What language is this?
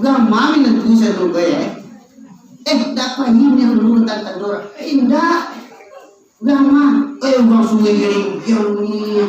Minangkabau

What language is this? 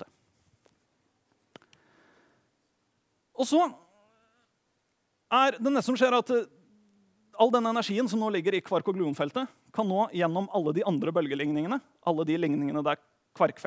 Norwegian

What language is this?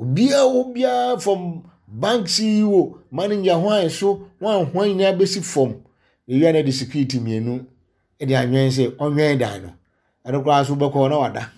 Akan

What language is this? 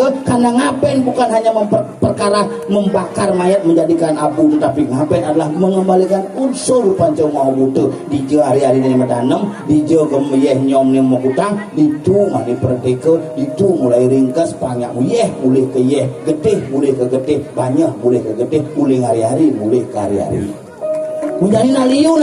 Balinese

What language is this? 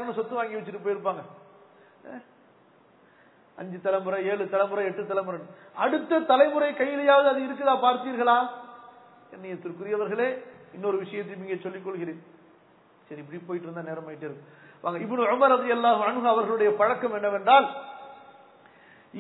Tamil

